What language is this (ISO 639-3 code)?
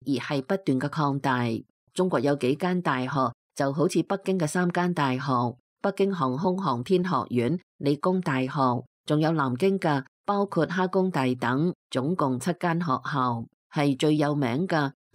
yue